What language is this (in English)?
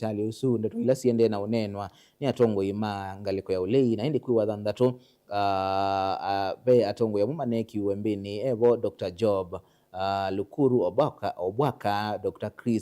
Kamba